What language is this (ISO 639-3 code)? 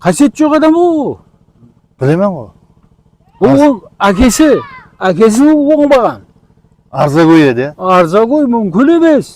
kaa